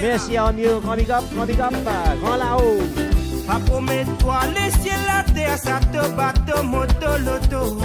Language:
Morisyen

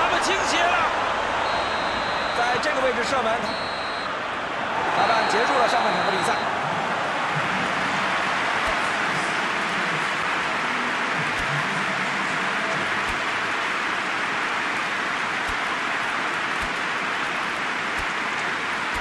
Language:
Chinese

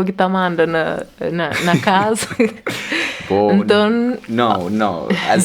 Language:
Kabuverdianu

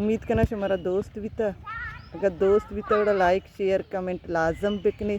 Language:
Baluchi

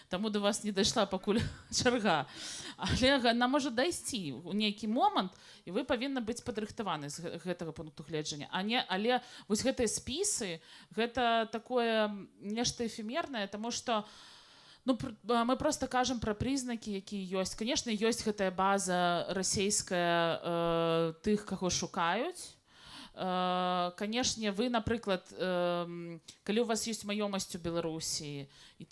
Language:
Belarusian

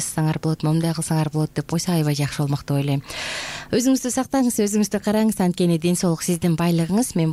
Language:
Kyrgyz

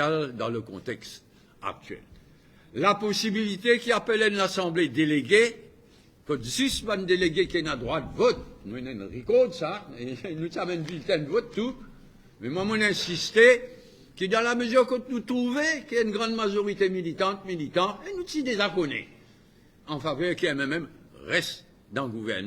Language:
Morisyen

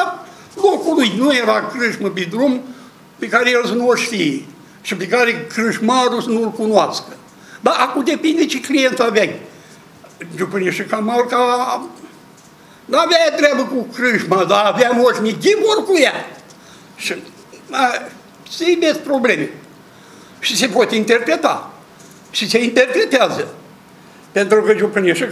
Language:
Romanian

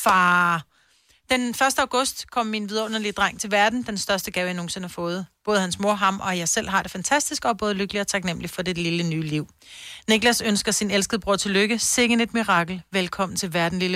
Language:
Danish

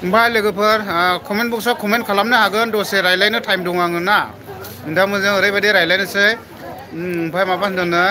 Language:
Bodo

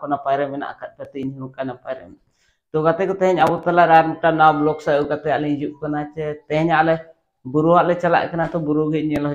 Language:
Santali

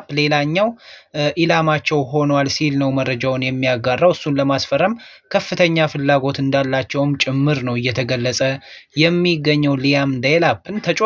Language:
Amharic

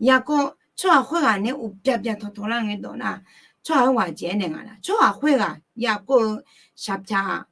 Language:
Akha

